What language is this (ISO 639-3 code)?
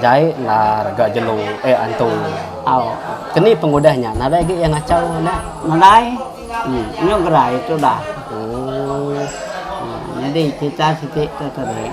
iba